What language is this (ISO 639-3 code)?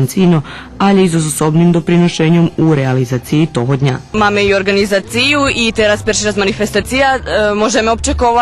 rue